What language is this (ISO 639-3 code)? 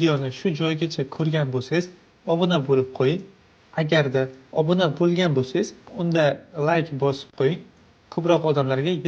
uzb